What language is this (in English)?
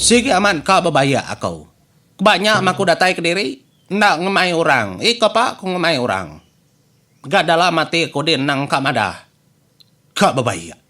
Iban